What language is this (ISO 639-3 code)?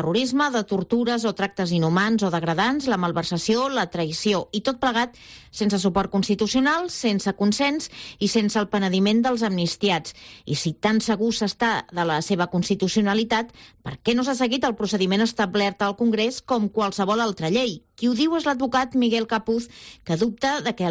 cat